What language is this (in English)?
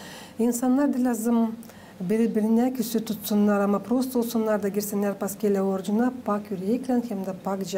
Gagauz